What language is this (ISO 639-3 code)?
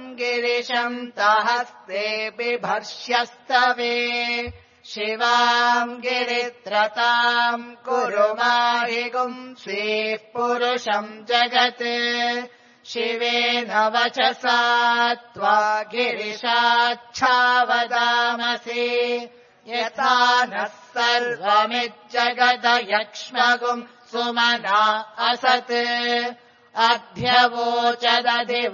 san